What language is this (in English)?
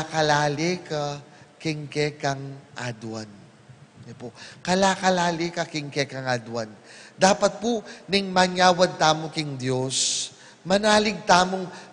Pampanga